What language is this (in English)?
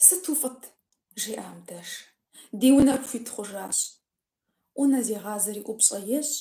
Kabardian